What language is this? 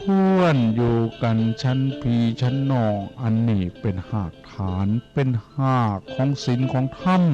Northeastern Thai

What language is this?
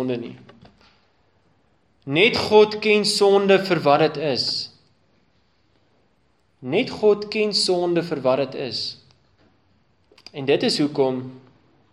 Afrikaans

